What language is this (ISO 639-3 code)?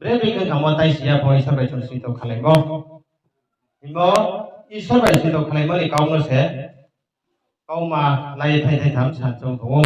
ria